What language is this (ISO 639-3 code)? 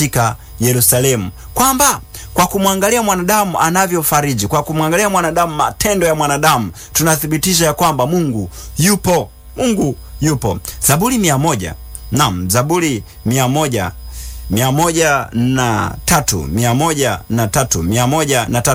swa